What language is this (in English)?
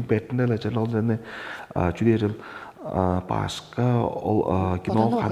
Tuvinian